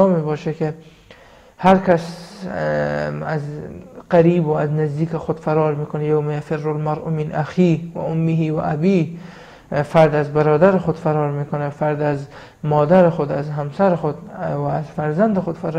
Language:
Persian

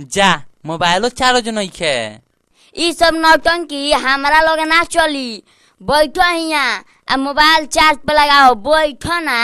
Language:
Bhojpuri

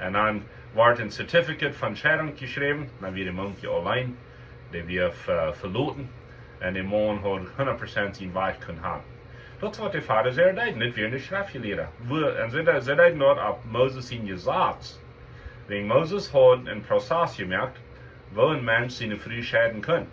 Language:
Plautdietsch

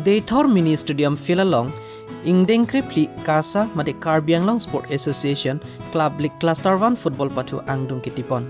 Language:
Karbi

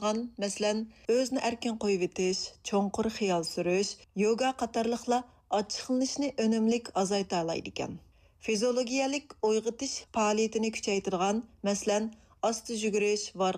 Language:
Uyghur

